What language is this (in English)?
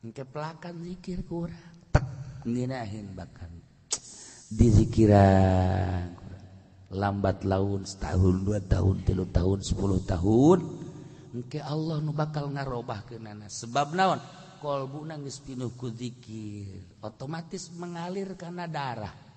Sundanese